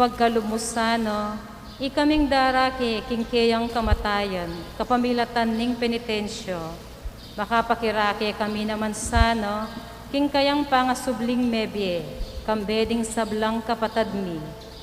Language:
Pampanga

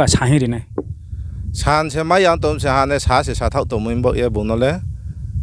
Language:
Riang (India)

